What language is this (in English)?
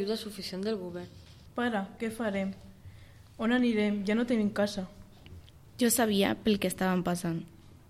Catalan